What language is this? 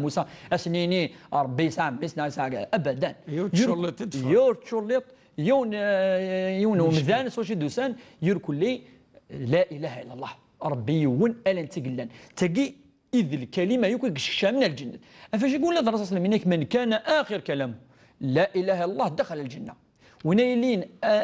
Kabyle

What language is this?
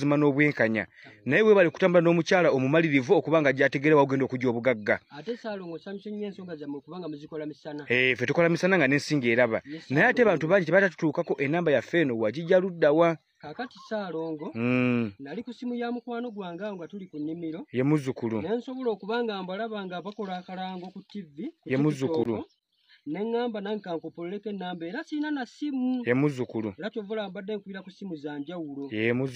Ganda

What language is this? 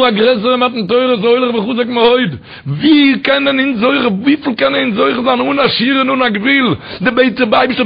Yiddish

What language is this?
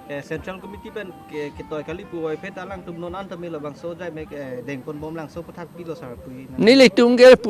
Karbi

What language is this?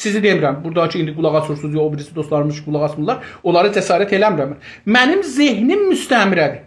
South Azerbaijani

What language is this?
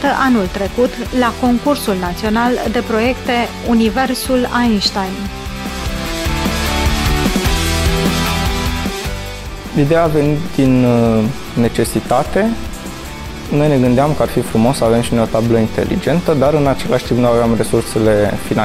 Romanian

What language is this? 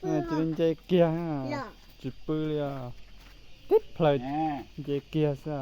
Hmong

